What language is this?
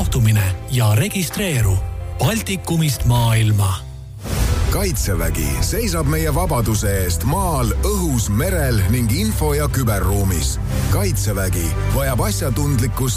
Estonian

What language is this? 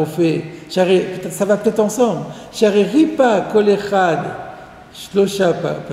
French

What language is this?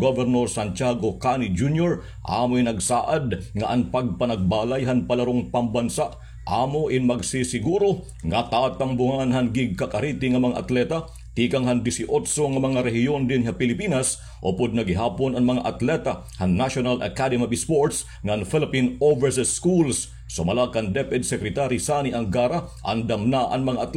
Waray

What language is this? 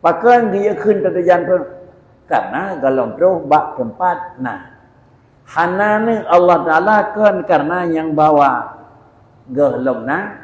Achinese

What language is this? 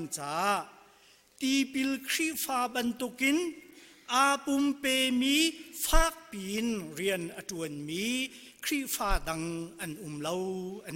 Hakha Chin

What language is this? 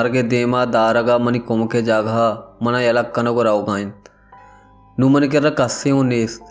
Baluchi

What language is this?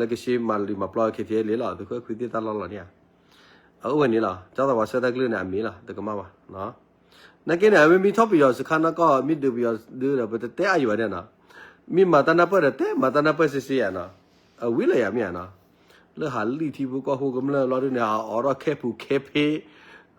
S'gaw Karen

